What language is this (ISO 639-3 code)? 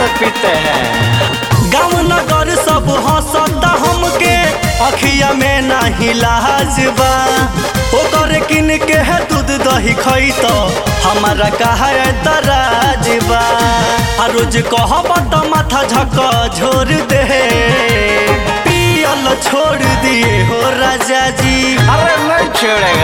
bho